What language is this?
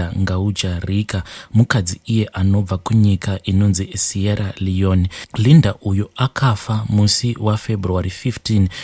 Shona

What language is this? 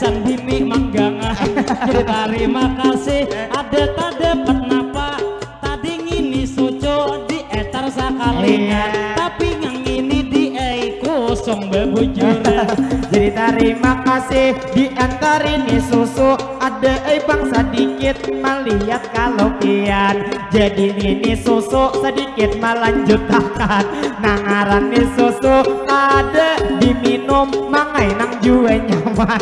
Banjar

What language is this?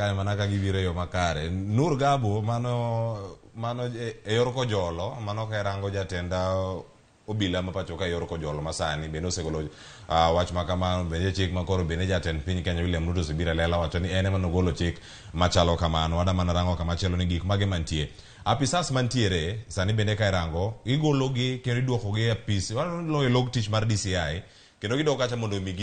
Luo (Kenya and Tanzania)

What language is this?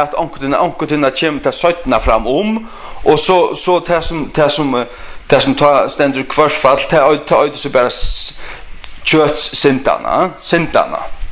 Faroese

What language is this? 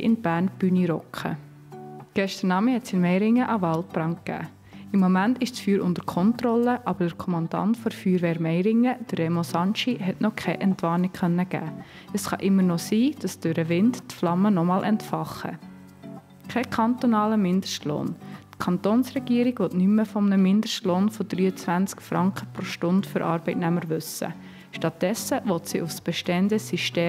Swiss German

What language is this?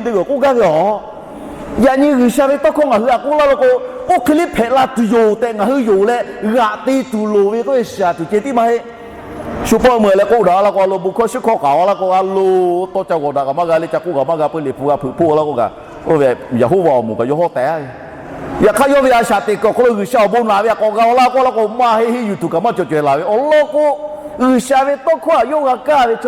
Lahu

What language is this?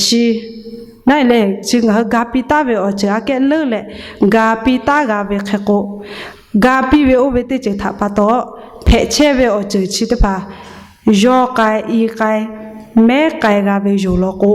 Lahu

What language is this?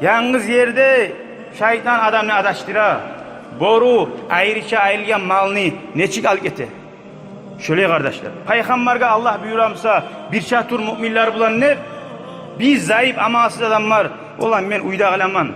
Kumyk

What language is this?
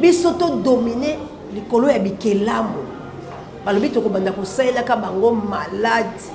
Lingala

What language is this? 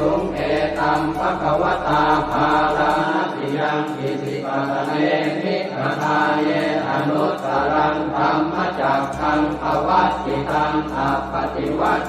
Pali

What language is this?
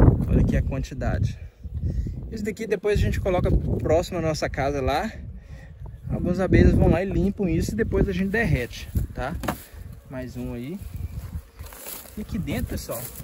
Portuguese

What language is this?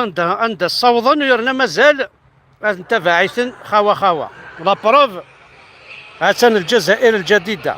Kabyle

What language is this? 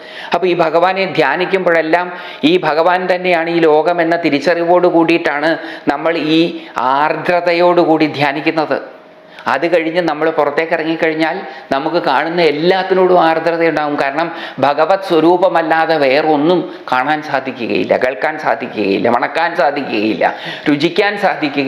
Malayalam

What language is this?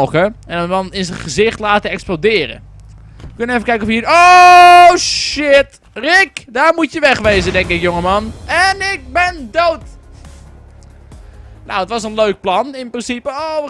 Dutch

